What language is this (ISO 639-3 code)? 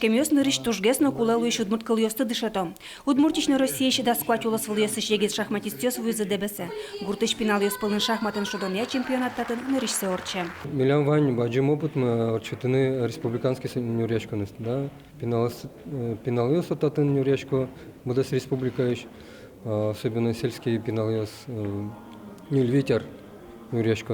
udm